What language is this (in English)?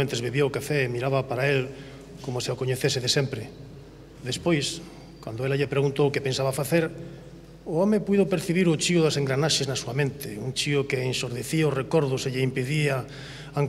Galician